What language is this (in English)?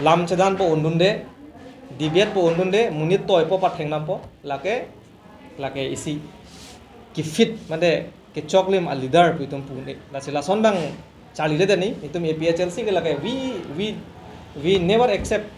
Karbi